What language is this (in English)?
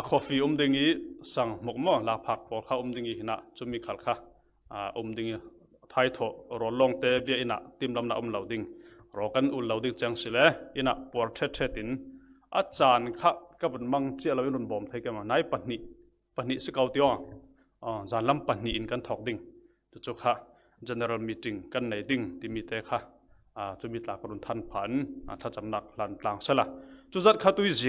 Falam Chin